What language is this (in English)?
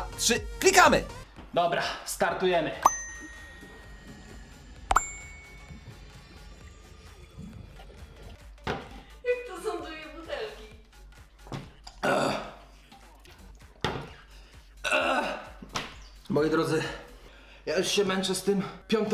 Polish